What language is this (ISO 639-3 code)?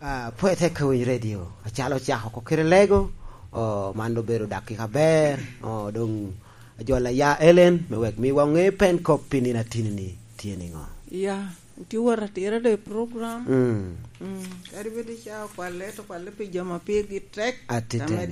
laj